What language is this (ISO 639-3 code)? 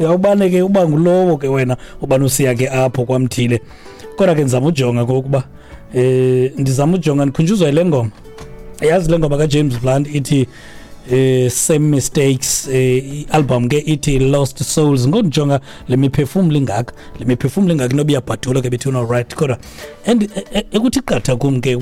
xho